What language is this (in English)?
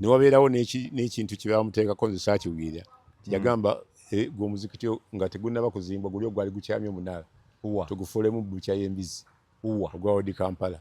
Ganda